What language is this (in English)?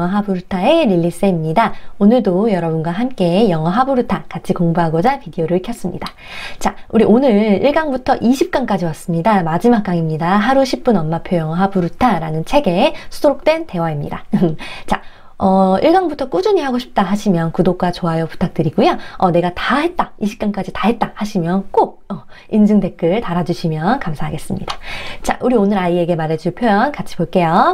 Korean